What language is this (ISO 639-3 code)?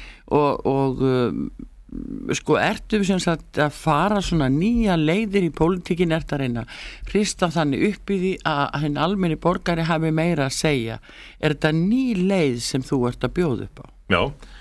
isl